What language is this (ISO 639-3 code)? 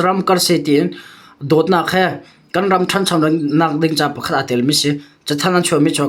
cnh